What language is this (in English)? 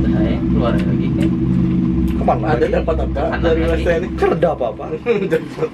Banjar